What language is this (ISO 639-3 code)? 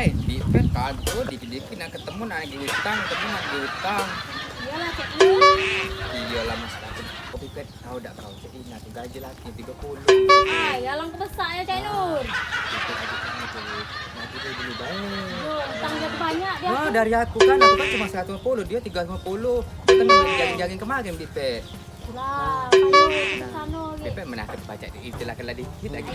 mui